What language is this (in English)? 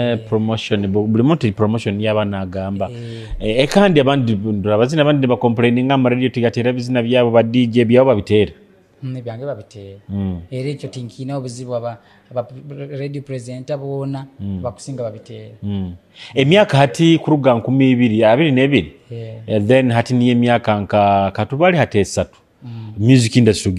Nyoro